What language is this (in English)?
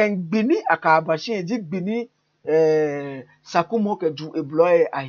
Ga